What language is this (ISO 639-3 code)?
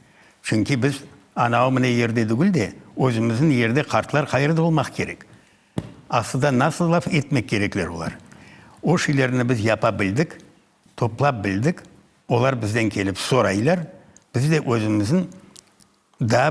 crh